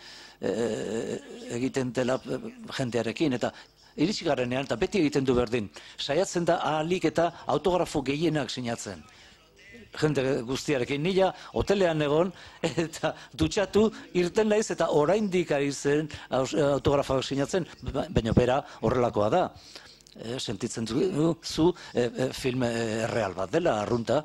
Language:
Basque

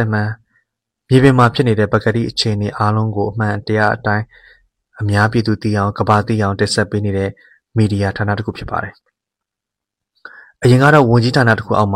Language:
Burmese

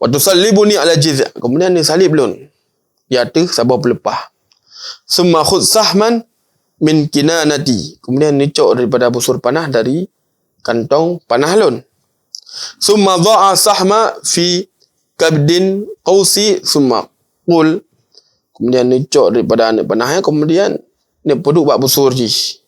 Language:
Achinese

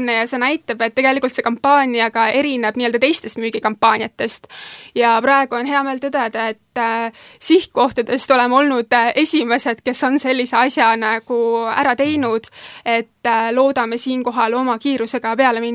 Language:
Estonian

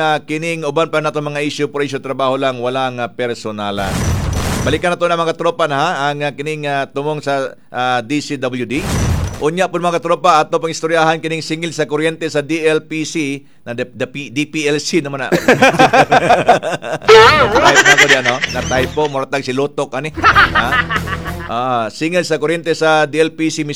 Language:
Cebuano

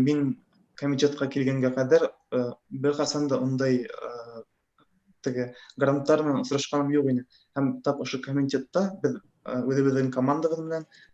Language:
Bashkir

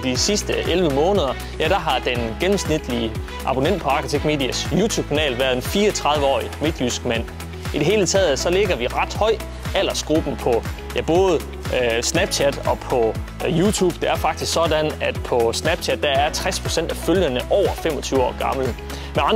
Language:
Danish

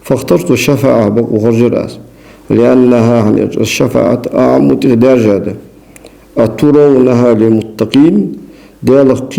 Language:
Ingush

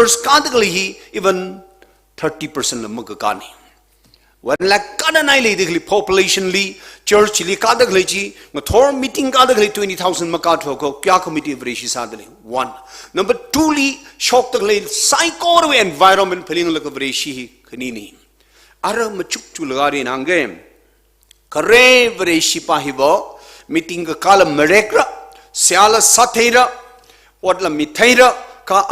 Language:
Tangkhul Naga (India)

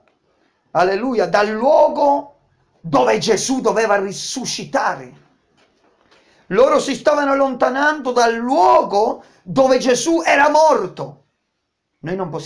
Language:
Italian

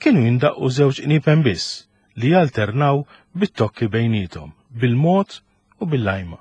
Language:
Maltese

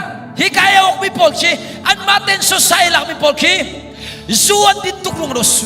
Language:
Hakha Chin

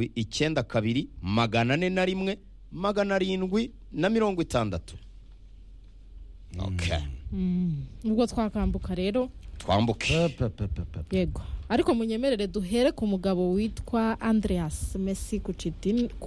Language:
Kinyarwanda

